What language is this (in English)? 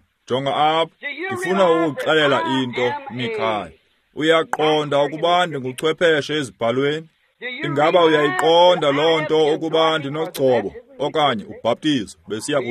Xhosa